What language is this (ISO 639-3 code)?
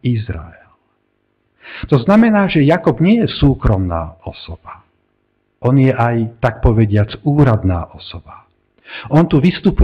slk